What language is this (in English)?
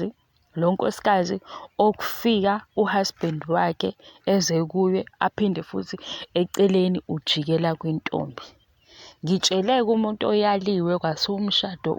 Zulu